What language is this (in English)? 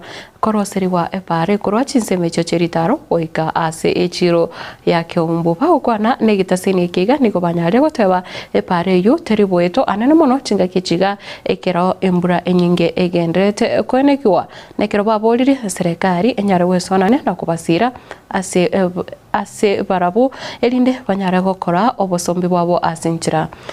Gusii